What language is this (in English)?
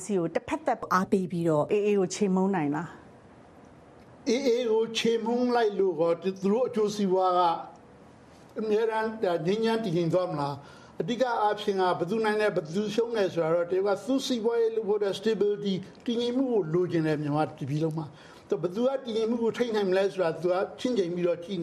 Burmese